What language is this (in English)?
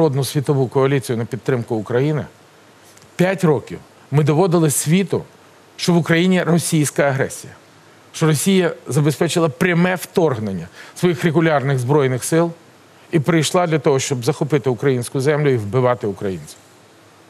Ukrainian